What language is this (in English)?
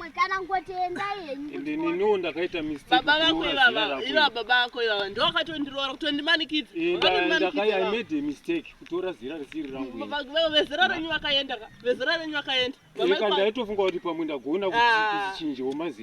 Shona